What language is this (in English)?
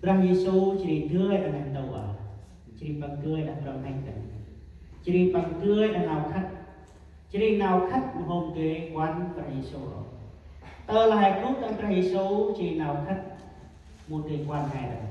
Central Mnong